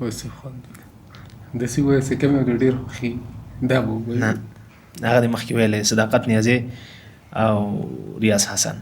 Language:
Pashto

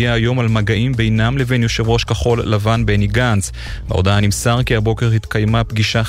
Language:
Hebrew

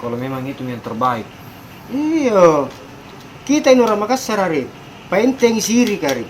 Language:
Makassar Malay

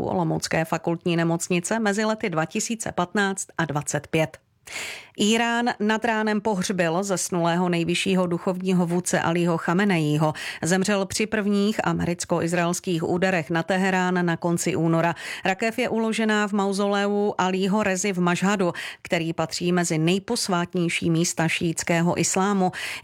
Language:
Czech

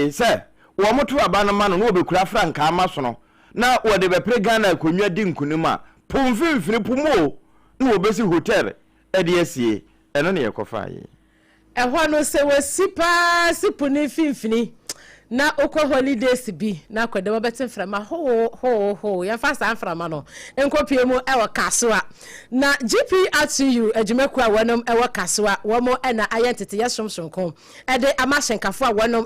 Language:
Akan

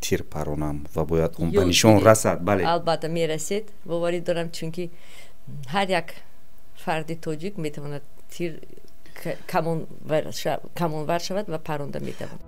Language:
Tajik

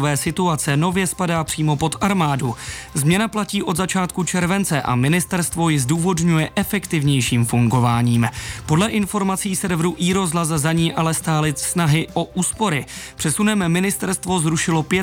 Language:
Czech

